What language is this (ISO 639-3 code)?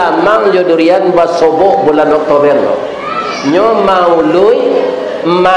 min